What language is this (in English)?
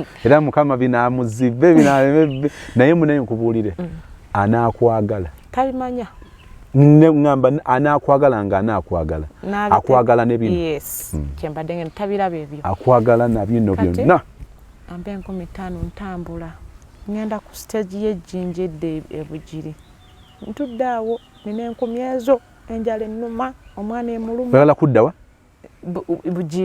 Ganda